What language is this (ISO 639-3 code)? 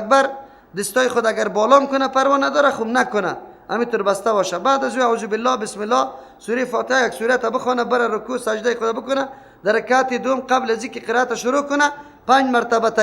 fas